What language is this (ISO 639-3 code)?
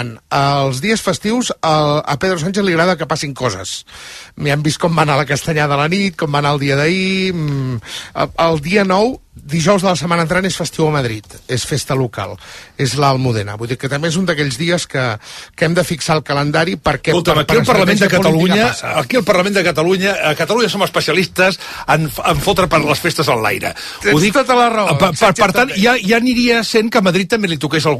cat